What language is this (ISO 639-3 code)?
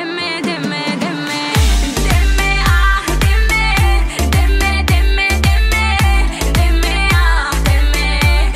tur